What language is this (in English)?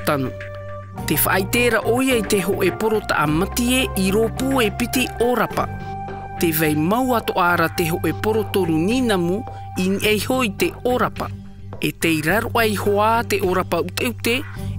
Tahitian